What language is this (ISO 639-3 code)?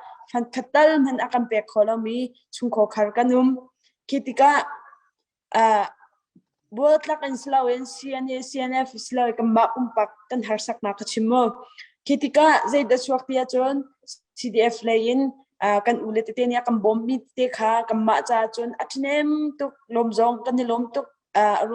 cnh